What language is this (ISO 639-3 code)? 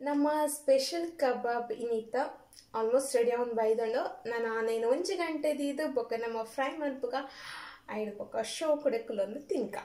tcy